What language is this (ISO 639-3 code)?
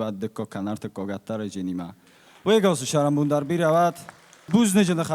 oss